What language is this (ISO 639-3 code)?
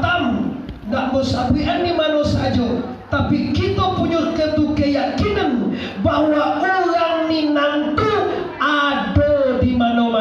min